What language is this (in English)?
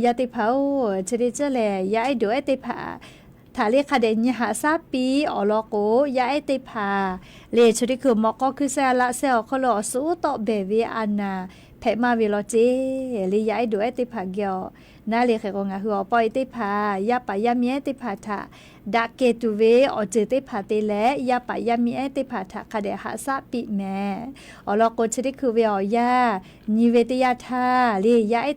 Lahu